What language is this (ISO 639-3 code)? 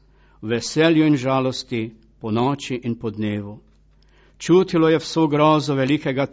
slv